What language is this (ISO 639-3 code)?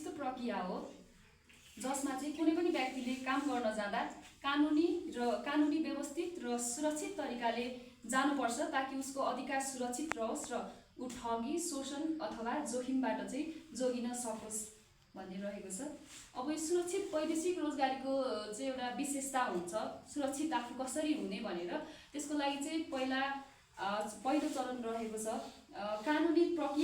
nep